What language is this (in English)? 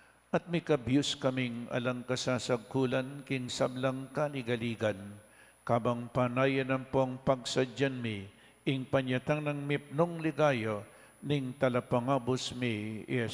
Pampanga